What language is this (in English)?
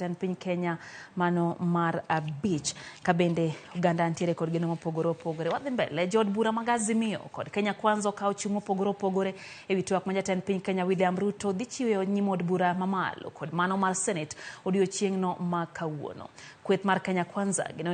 Luo (Kenya and Tanzania)